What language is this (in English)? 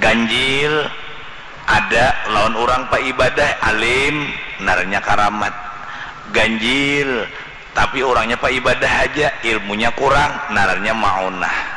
Banjar